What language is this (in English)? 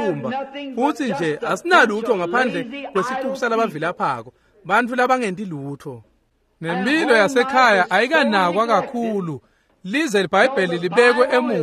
Swati